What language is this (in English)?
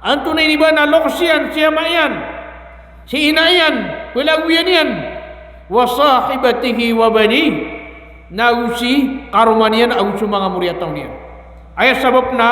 Maranao